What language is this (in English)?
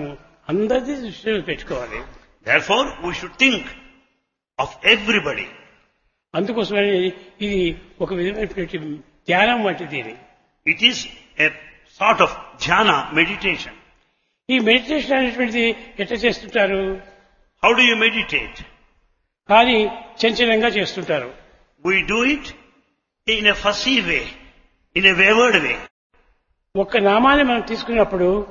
Telugu